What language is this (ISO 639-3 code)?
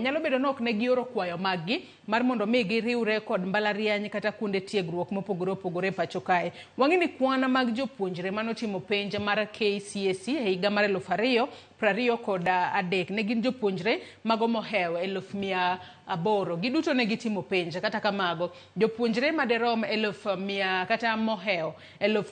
luo